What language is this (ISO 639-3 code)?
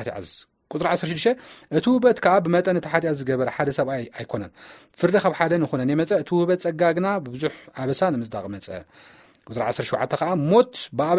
tir